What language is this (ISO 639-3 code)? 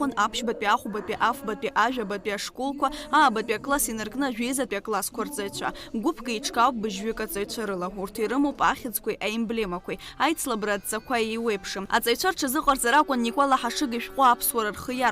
abk